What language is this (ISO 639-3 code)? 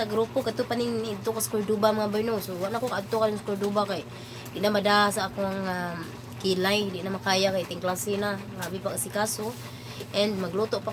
ceb